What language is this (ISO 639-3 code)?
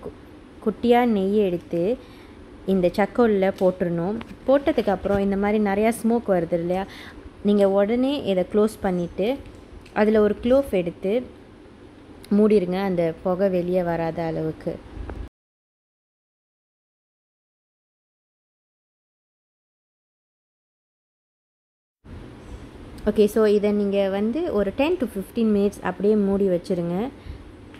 tam